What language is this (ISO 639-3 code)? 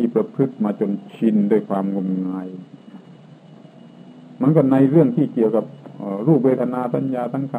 tha